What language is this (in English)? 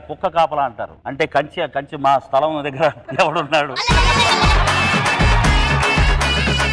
Telugu